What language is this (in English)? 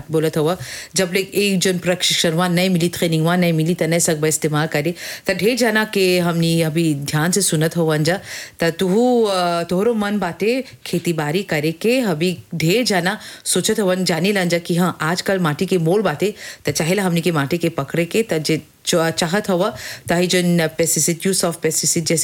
Bhojpuri